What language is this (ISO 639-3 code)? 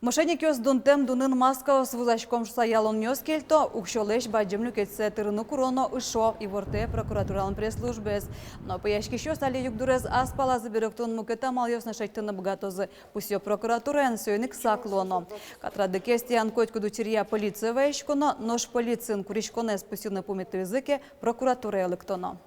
udm